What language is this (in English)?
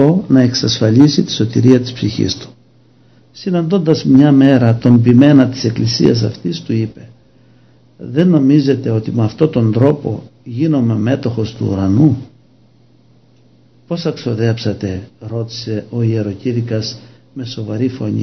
Greek